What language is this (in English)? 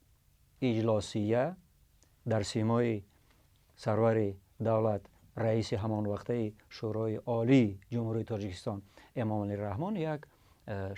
Tajik